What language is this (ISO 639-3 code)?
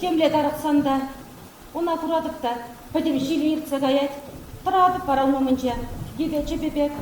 chv